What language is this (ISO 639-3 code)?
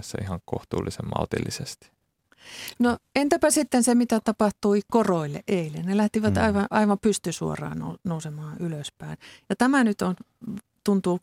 fin